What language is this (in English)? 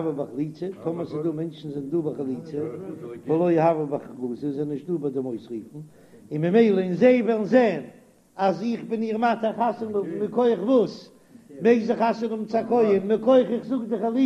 Yiddish